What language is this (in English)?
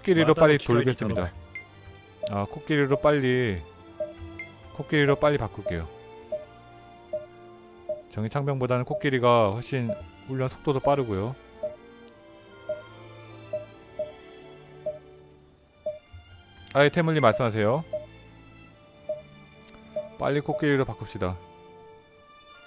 Korean